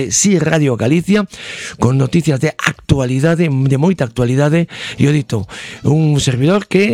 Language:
Galician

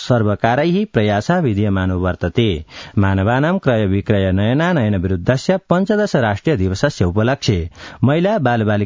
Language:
Sanskrit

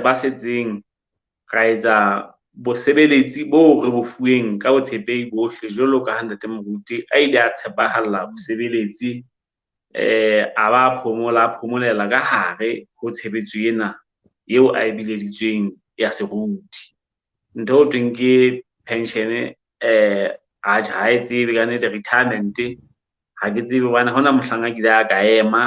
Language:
Southern Sotho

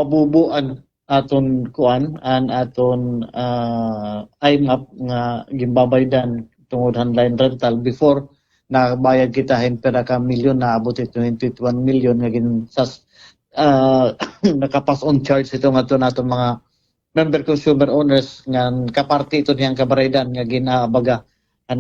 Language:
Waray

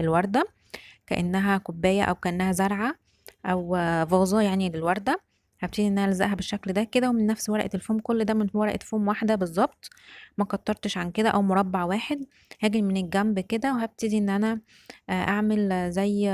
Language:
Egyptian Arabic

